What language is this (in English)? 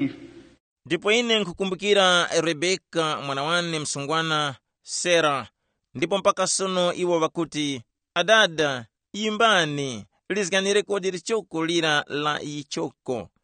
Tumbuka